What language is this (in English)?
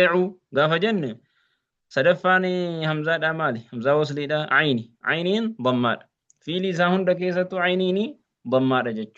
Oromo